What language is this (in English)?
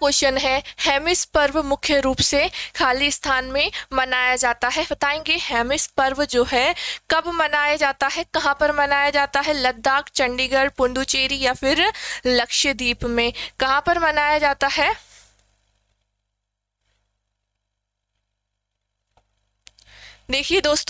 Hindi